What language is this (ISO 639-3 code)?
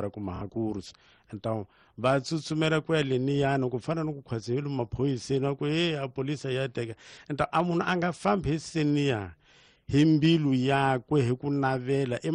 tso